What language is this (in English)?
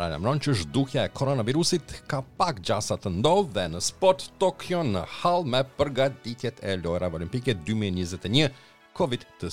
Albanian